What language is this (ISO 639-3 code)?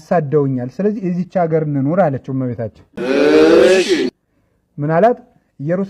amh